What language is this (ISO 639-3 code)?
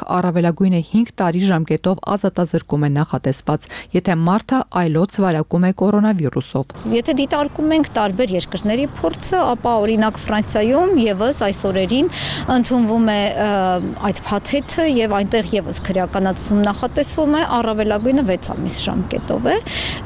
hye